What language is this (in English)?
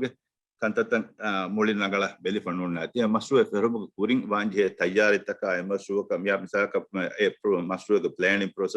Divehi